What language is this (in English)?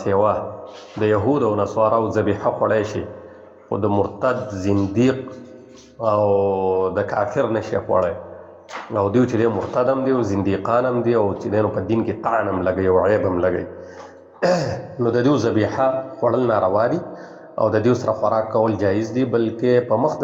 Pashto